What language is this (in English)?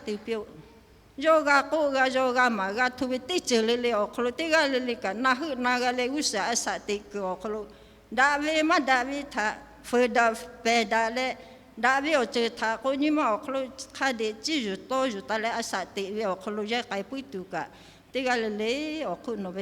Lahu